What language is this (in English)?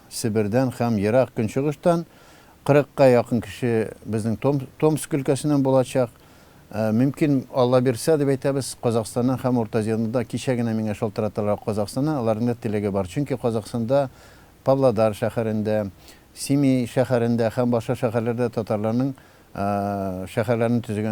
Tatar